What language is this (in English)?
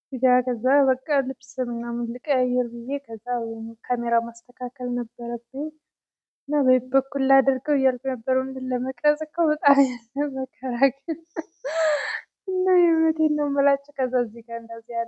Amharic